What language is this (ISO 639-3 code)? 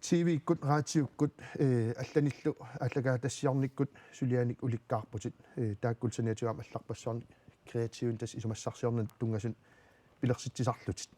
kal